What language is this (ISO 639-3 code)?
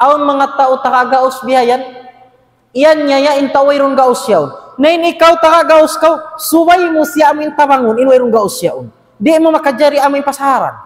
tsg